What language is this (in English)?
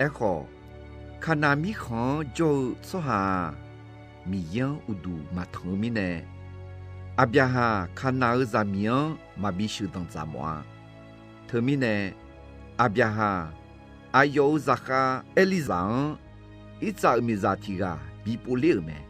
Akha